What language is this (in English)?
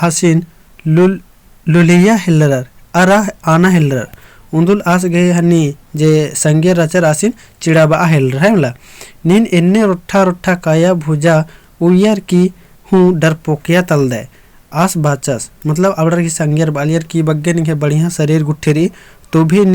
Kurukh